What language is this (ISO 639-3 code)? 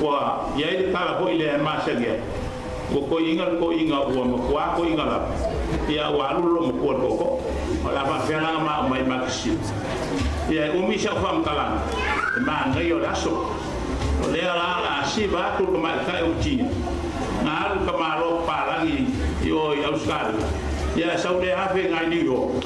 smo